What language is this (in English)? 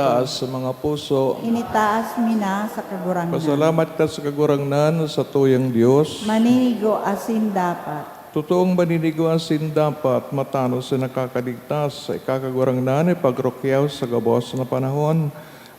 Bikol